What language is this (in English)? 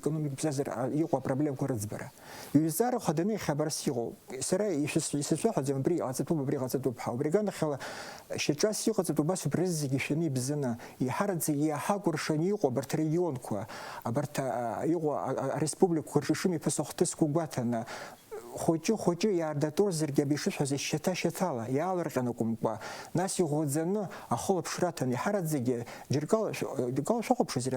Abkhazian